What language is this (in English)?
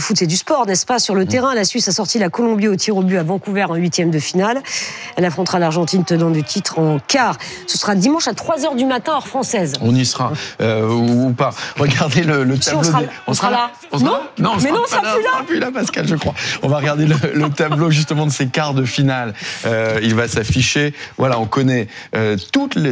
French